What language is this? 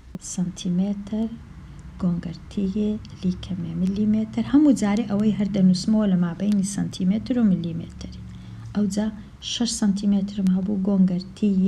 Central Kurdish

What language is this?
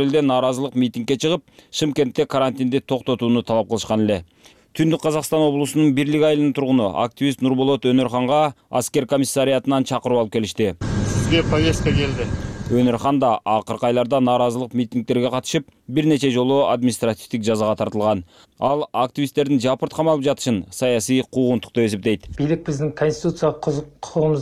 Kyrgyz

